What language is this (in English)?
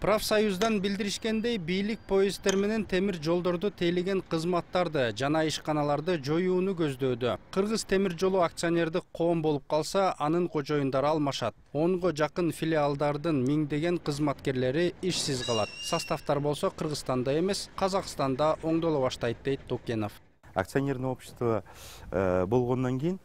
Kyrgyz